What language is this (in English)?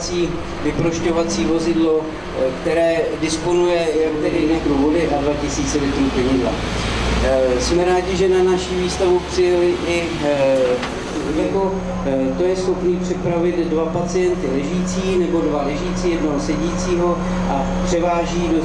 Czech